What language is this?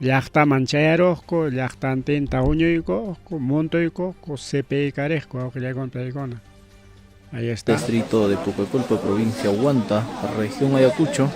Ayacucho Quechua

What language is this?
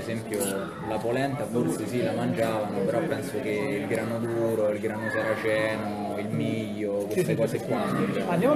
Italian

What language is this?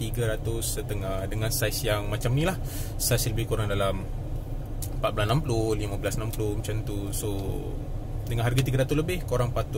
Malay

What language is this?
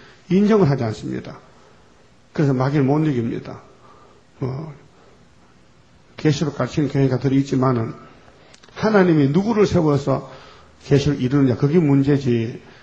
Korean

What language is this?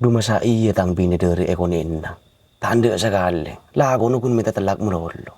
Madurese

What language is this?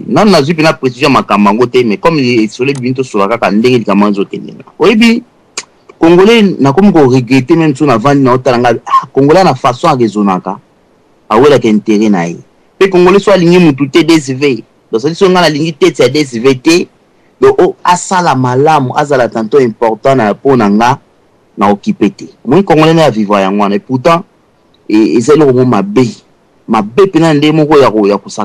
Lingala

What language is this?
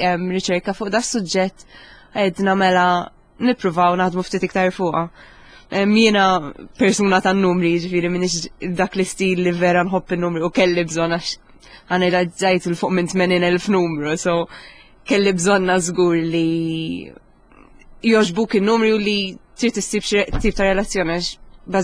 Maltese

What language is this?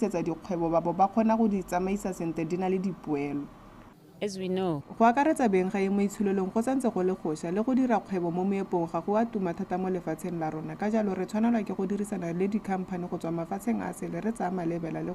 Tswana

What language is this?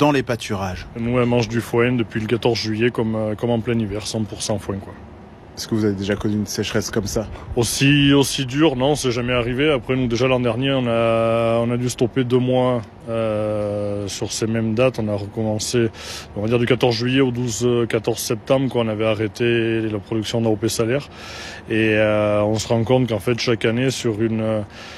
French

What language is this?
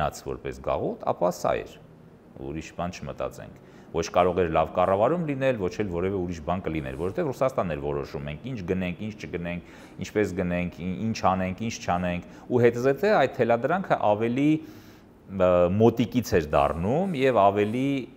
Armenian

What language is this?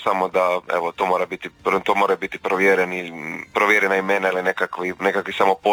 Croatian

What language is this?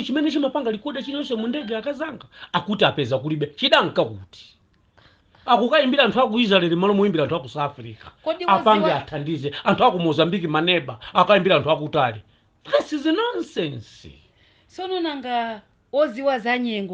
Nyanja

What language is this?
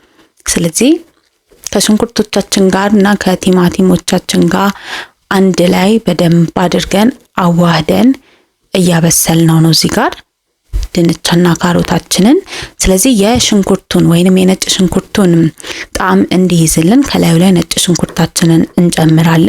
Amharic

